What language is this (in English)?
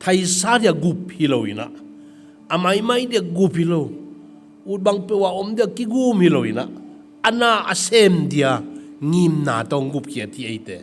Tedim Chin